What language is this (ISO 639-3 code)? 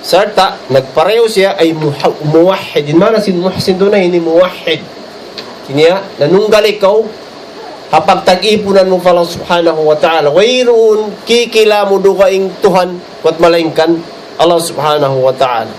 tsg